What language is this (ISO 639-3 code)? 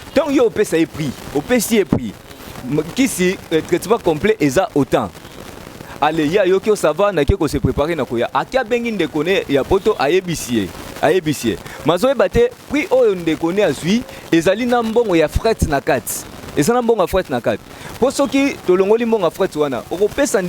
lin